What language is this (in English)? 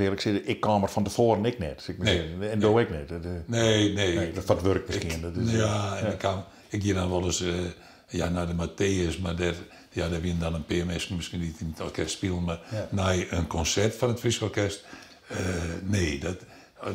Western Frisian